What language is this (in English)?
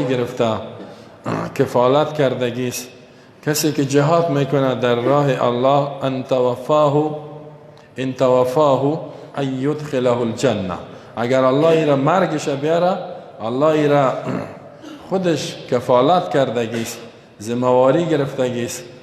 Persian